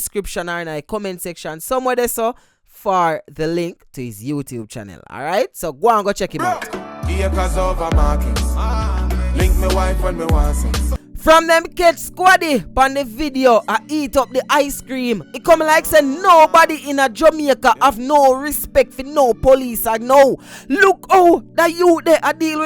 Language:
Jamaican Creole English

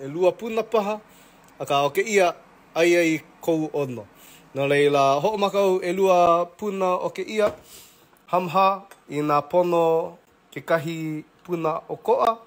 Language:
Hawaiian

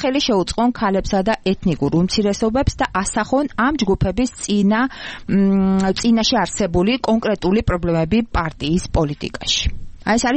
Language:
Georgian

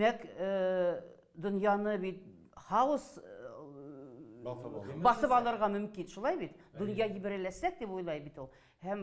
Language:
Bashkir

